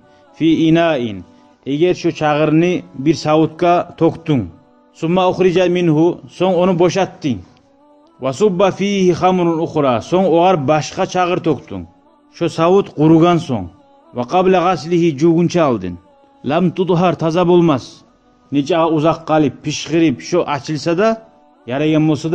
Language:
Kumyk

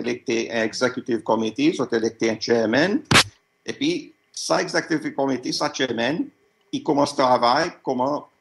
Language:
Seselwa Creole French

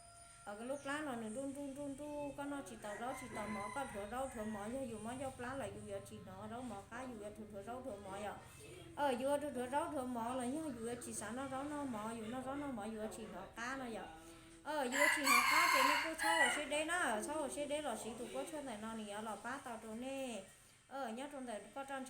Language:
Hmong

